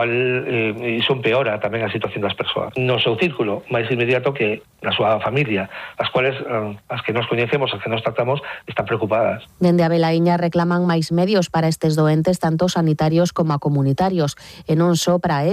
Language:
Galician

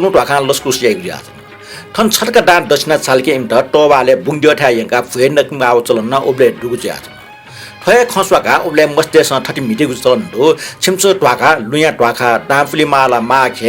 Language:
Newari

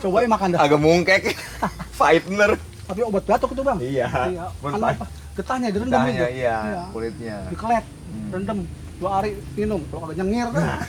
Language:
Betawi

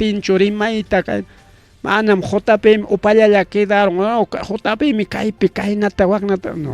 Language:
Ayacucho Quechua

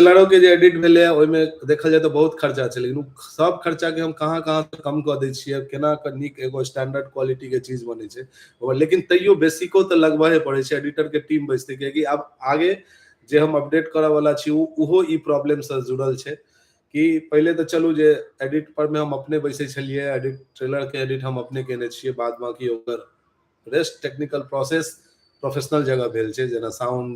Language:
Maithili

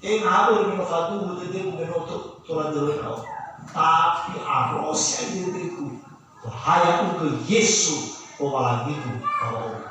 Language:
Nias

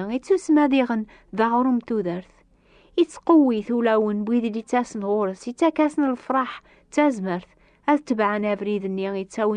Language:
Kabyle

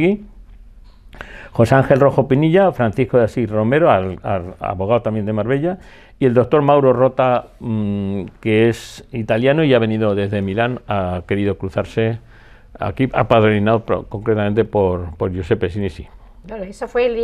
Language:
Spanish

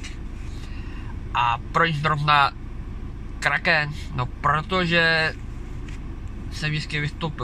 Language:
Czech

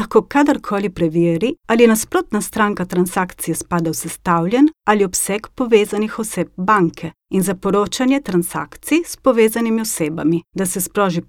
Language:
Slovenian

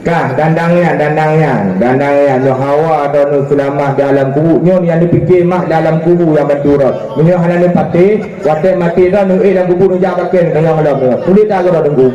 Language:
Achinese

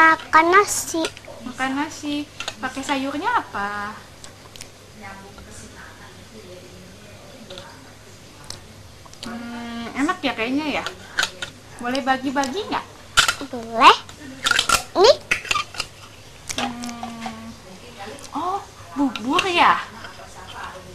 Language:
Indonesian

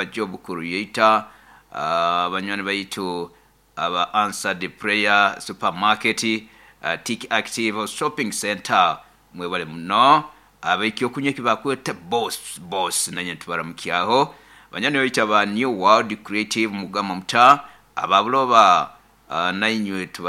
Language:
Nyoro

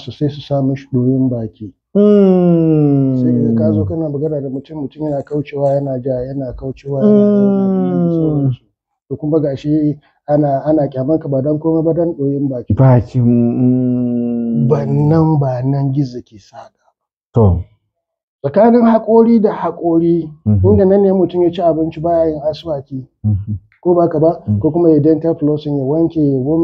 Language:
Hausa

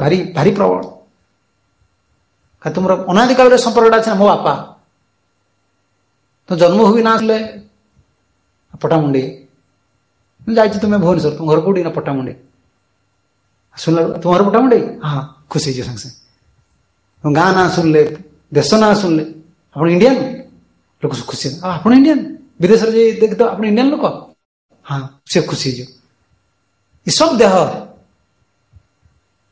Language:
Odia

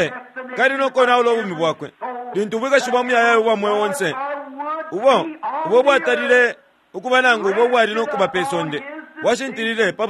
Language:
Bemba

